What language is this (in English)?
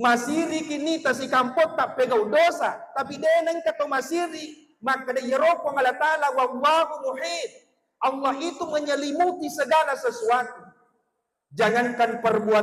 Buginese